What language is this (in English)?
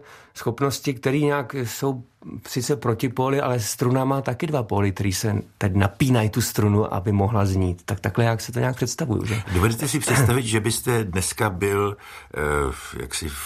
Czech